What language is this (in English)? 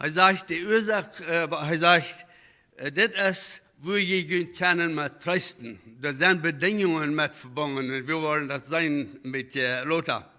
Plautdietsch